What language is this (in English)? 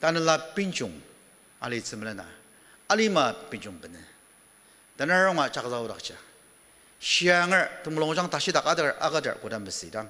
Ao Naga